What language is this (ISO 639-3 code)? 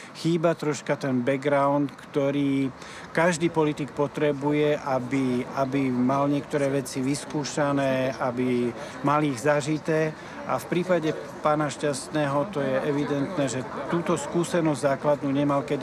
slk